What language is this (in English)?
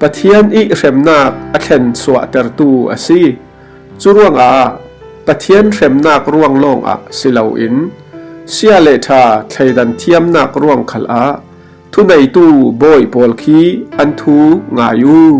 Falam Chin